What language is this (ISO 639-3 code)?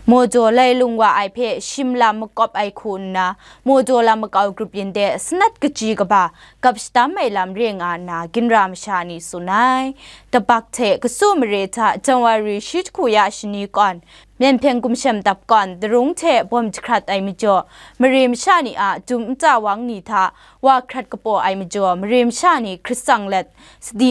kac